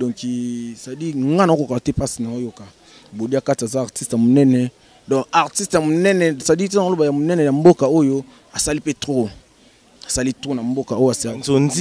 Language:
Lingala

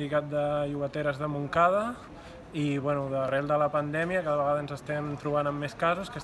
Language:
Catalan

